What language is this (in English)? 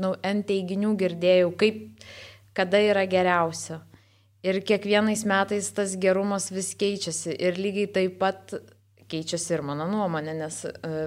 Lithuanian